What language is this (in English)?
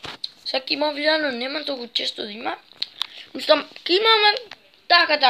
Macedonian